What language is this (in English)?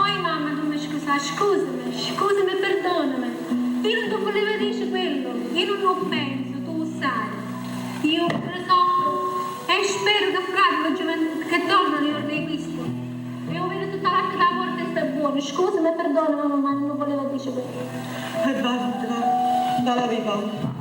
Neapolitan